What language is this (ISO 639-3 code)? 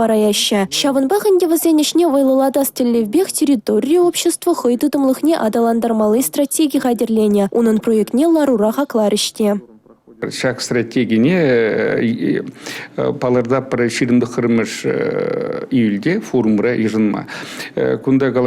chv